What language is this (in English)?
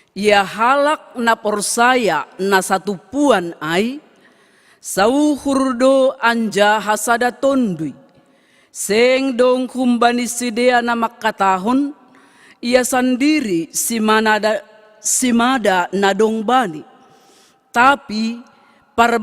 Batak Simalungun